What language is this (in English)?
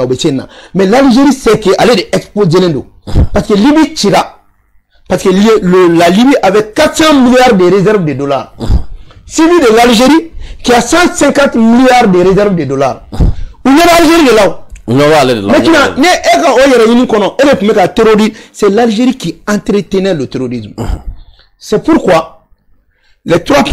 Bambara